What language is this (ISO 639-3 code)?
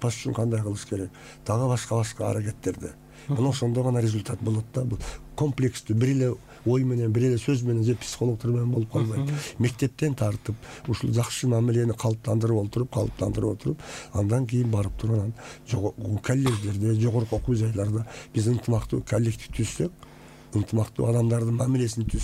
kir